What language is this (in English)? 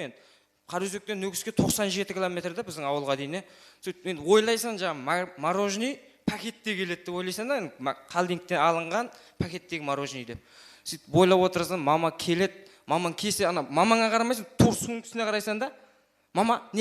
Kara-Kalpak